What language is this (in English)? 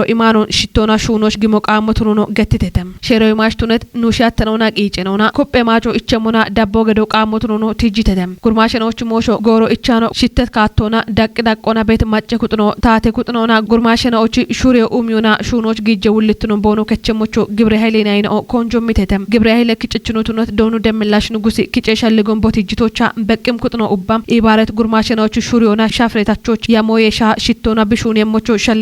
Kafa